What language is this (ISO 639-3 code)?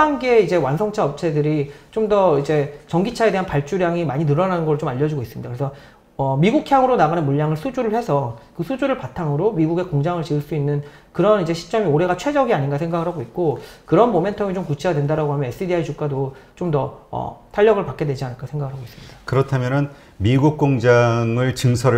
kor